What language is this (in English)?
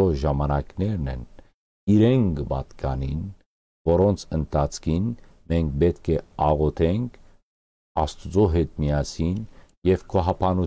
Western Armenian